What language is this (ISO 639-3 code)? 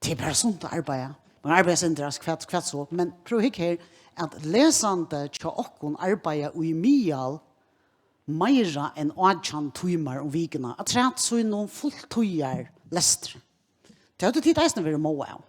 fao